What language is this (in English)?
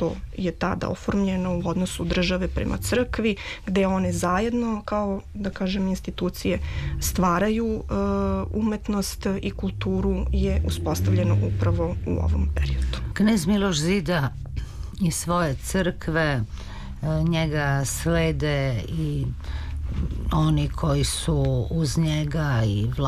Serbian